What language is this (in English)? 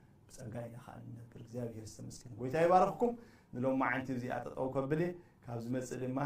Tigrinya